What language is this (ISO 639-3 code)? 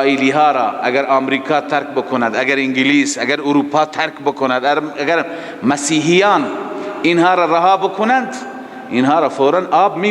fas